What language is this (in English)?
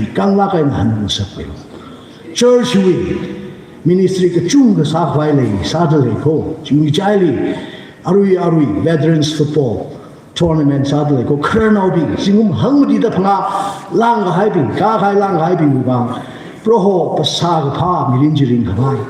Tangkhul Naga (India)